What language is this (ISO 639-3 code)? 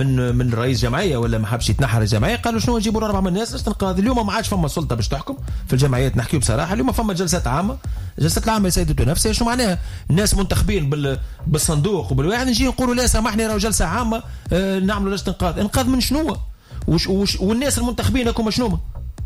aeb